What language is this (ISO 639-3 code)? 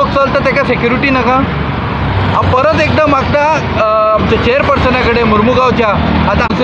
kok